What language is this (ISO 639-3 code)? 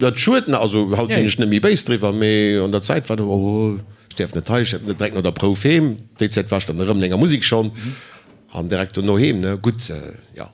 ltz